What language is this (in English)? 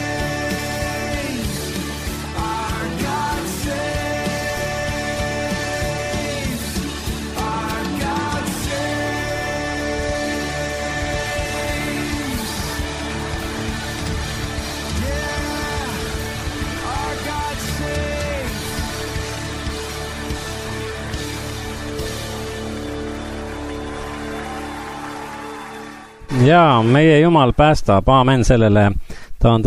Estonian